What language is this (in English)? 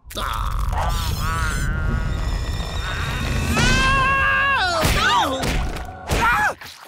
Italian